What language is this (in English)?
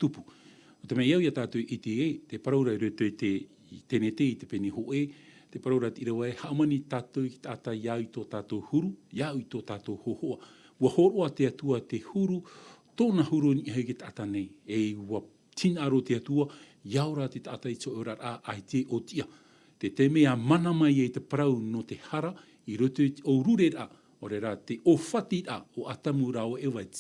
Tahitian